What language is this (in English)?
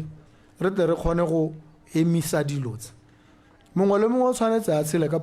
Tswana